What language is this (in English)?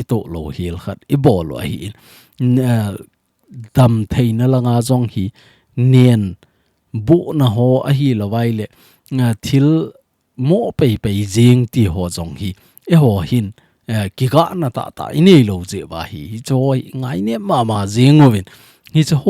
Thado Chin